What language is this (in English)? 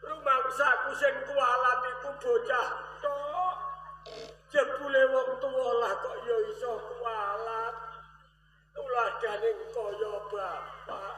Javanese